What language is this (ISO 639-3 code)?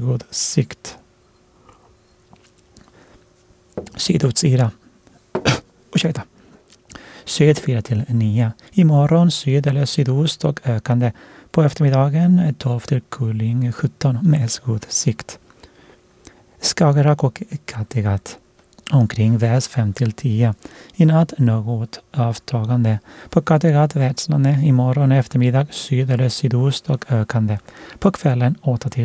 swe